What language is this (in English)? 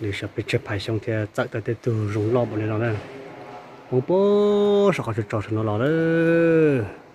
Hmong